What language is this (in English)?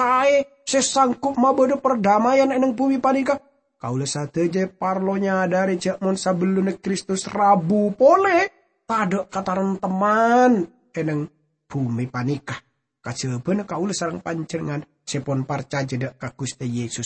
Madurese